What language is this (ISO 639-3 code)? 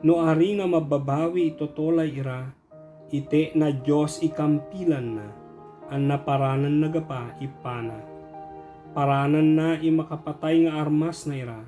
ibg